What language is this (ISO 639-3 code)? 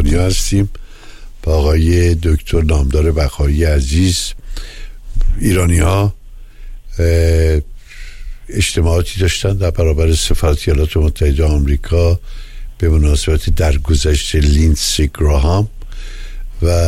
fas